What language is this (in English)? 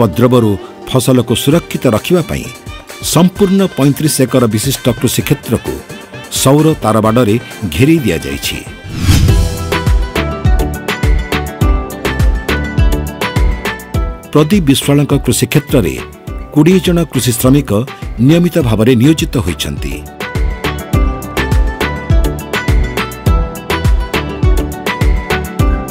Odia